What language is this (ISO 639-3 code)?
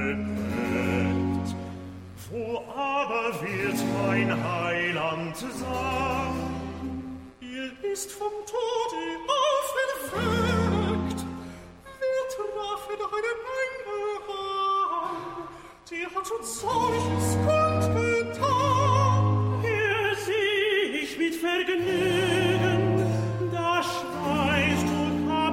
deu